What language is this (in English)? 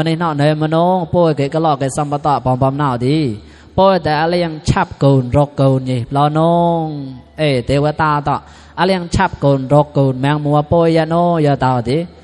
Mon